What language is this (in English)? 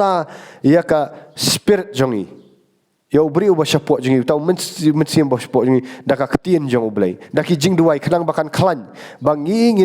Khasi